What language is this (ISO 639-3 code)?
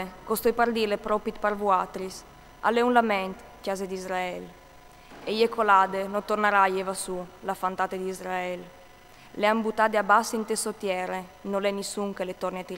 fur